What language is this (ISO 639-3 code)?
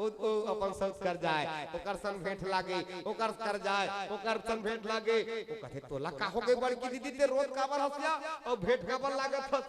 hne